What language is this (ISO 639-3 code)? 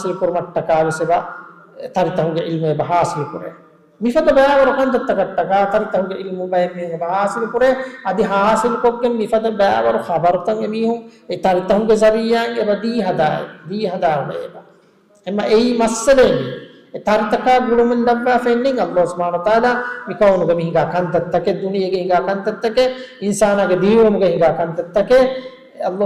div